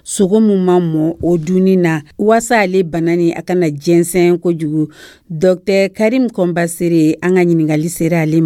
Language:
Dyula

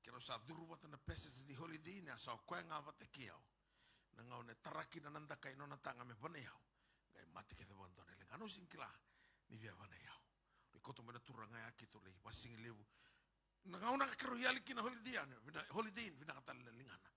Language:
Fijian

